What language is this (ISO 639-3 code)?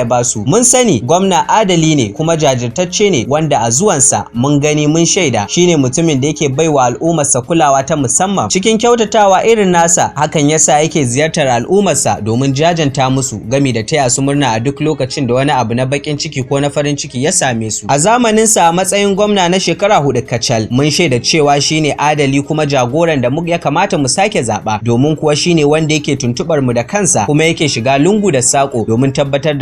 hau